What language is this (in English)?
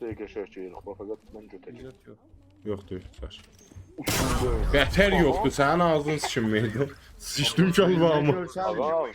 South Azerbaijani